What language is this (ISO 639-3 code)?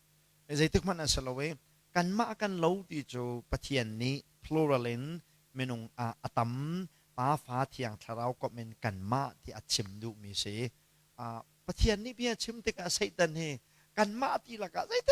cnh